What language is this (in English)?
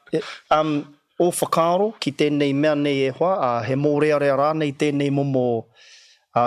Māori